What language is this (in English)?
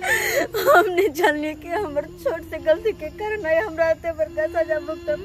Maithili